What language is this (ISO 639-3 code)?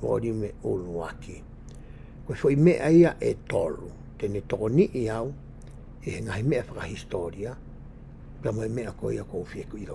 ton